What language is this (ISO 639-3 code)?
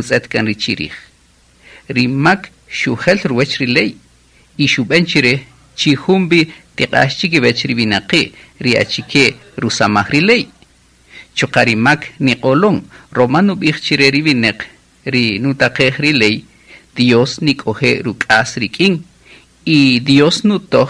cak